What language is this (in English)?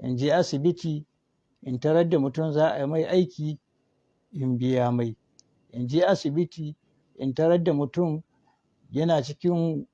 Hausa